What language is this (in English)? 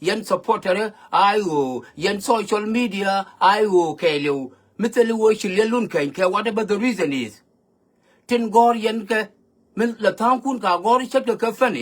Nuer